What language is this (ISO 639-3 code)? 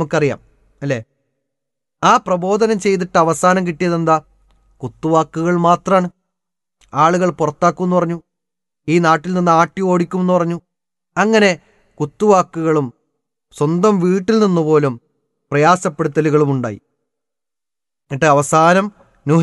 mal